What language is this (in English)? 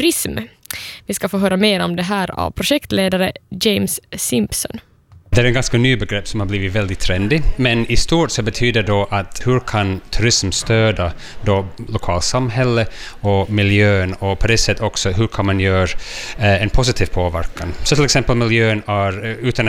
Swedish